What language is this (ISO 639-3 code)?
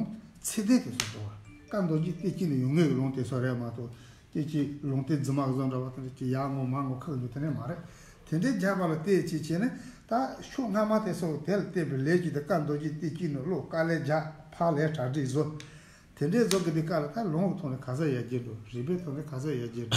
bod